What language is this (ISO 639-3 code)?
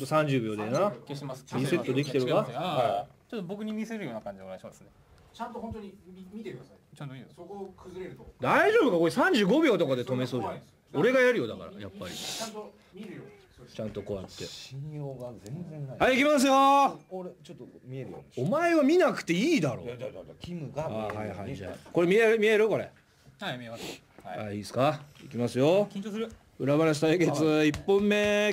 jpn